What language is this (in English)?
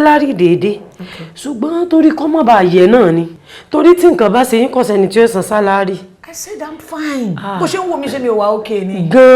Yoruba